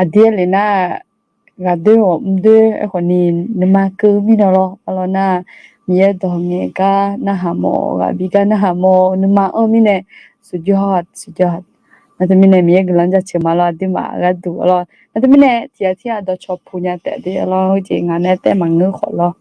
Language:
Akha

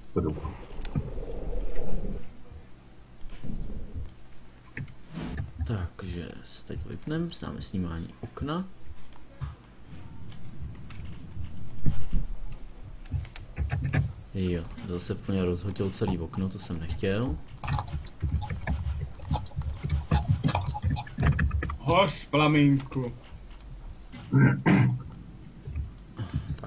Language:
Czech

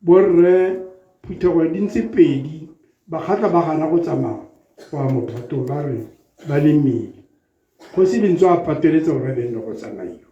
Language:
Tswana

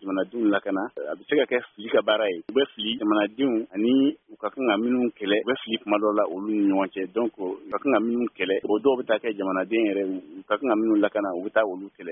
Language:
Bambara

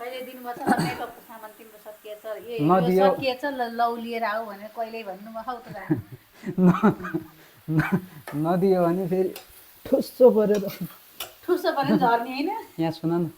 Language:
Nepali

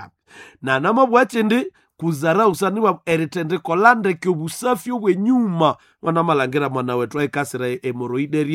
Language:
Nande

